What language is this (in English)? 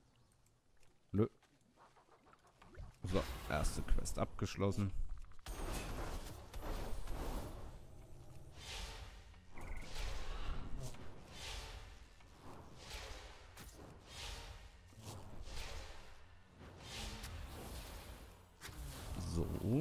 German